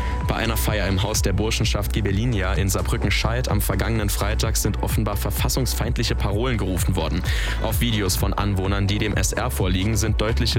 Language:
German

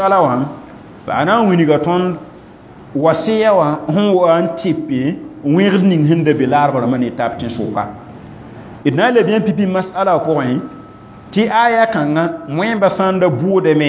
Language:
Mossi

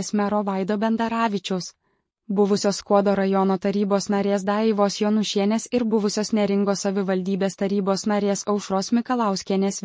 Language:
Lithuanian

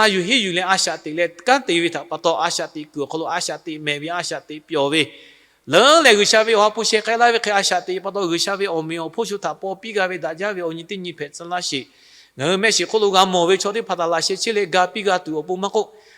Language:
Lahu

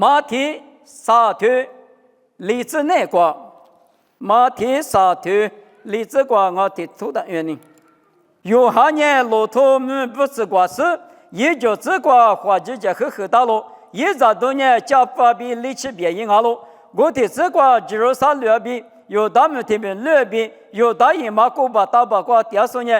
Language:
Lisu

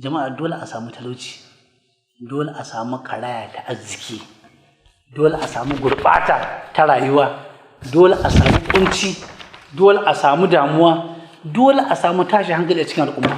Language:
Hausa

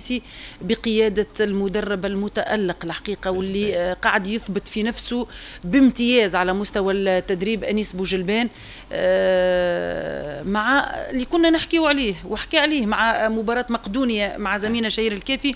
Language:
Tunisian Arabic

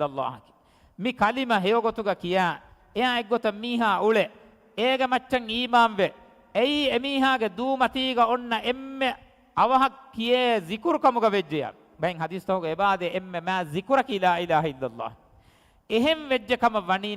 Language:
Divehi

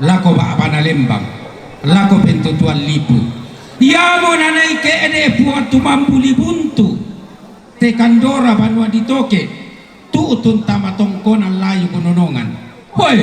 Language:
Toraja-Sa'dan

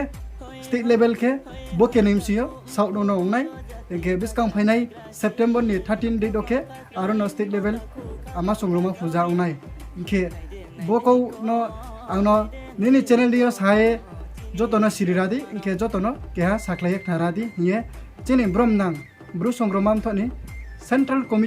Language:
Riang (India)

